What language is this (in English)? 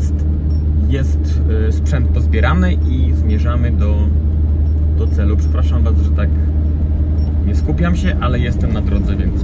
Polish